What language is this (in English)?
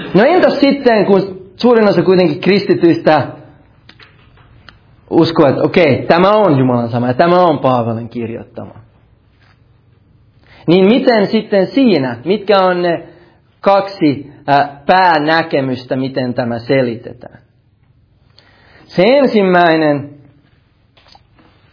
Finnish